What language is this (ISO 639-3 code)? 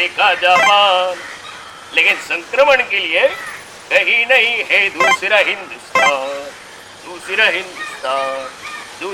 kok